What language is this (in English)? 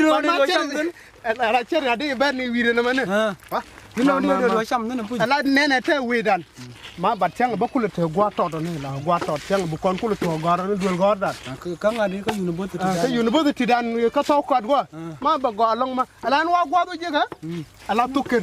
Nuer